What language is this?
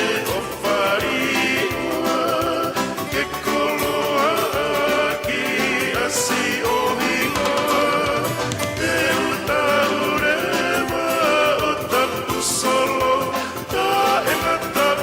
Tongan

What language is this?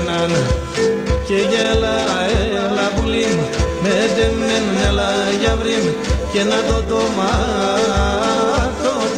Greek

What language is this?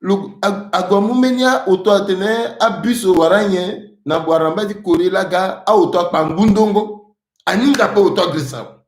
Sango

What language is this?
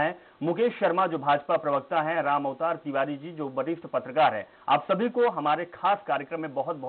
Hindi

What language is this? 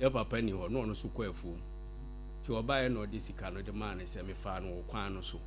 Akan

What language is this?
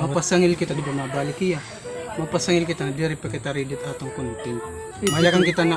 Waray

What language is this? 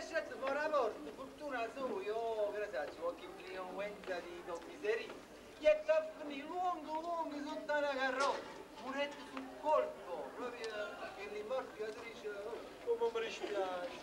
Neapolitan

